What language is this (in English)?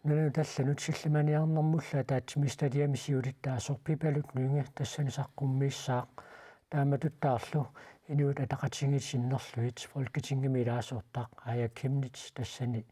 Kalaallisut